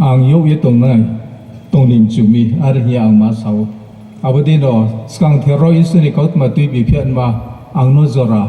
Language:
Riang (India)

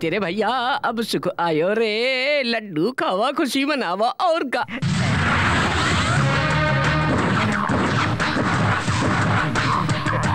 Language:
Bhojpuri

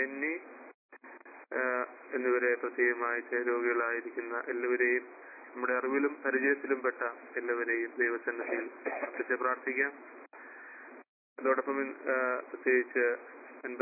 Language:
Malayalam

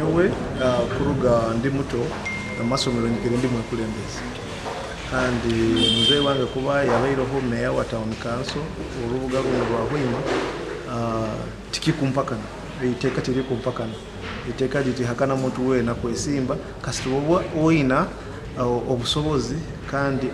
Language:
Nyoro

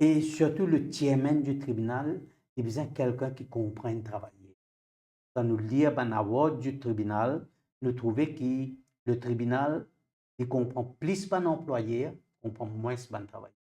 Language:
Morisyen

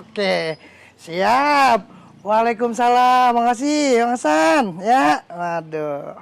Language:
Betawi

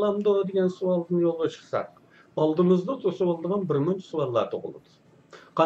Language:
Uyghur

